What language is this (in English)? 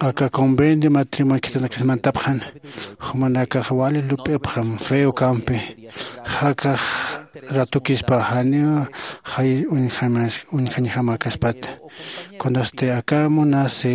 Aymara